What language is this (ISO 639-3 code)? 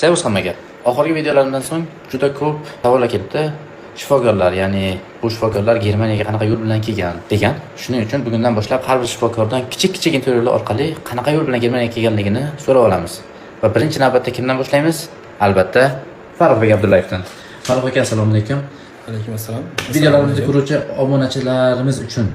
uzb